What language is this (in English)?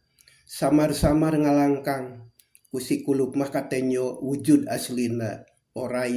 Sundanese